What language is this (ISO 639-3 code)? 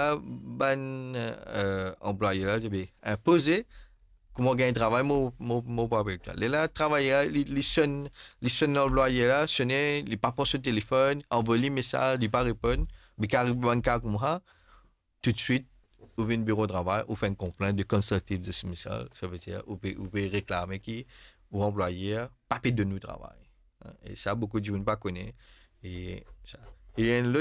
mfe